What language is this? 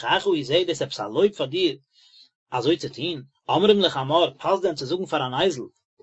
Yiddish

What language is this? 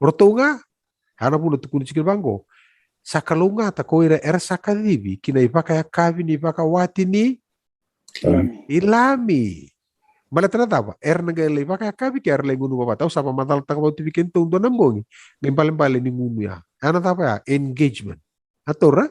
Fijian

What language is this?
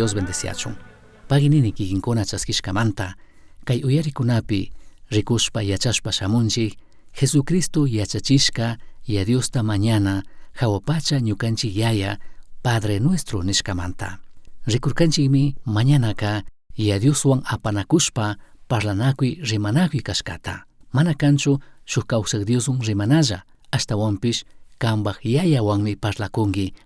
Chimborazo Highland Quichua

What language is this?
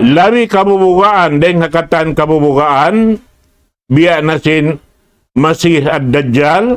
Tausug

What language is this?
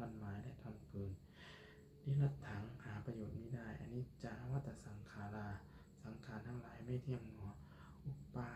Lao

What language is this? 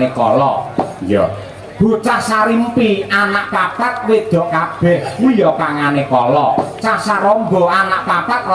Javanese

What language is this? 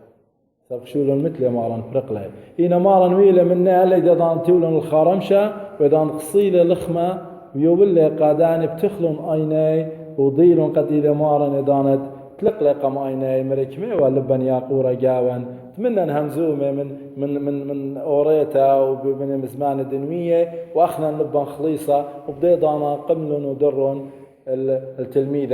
Assyrian Neo-Aramaic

